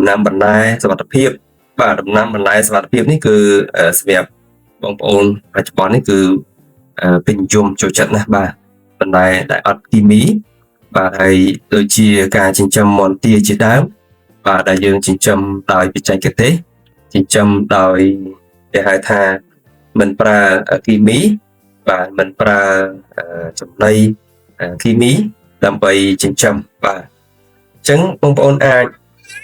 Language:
Khmer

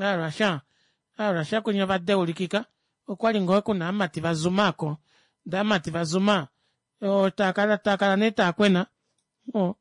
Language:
Kuanyama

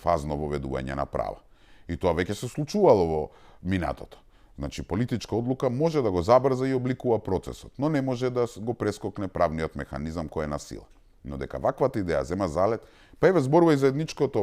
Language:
Macedonian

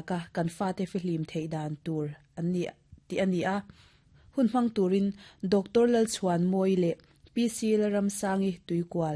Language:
Mizo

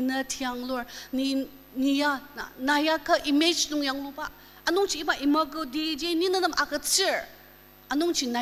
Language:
Ao Naga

